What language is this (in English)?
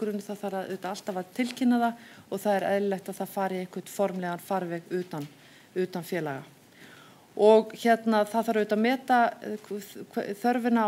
Icelandic